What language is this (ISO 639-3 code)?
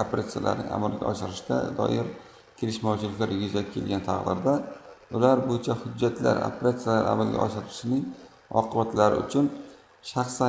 uzb